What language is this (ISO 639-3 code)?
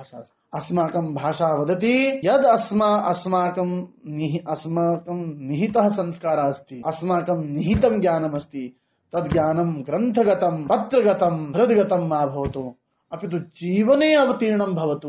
san